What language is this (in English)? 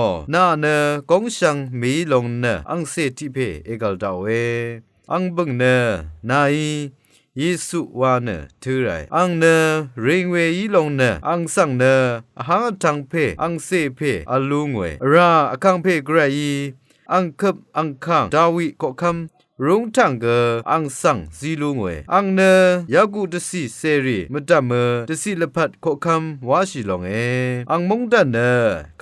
Rawang